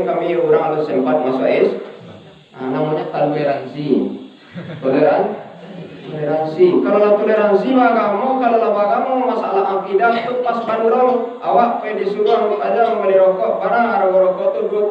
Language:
Minangkabau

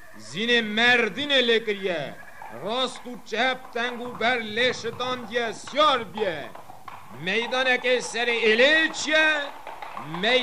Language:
Kurdish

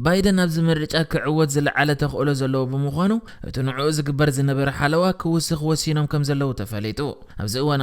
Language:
Tigrinya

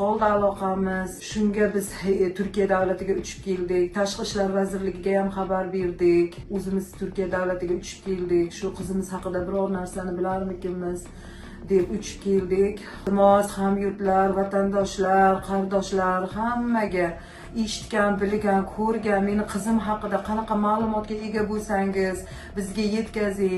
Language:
Uzbek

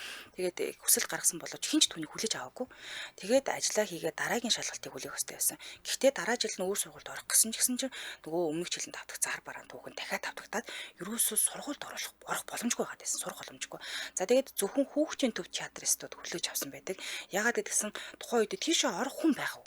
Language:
Mongolian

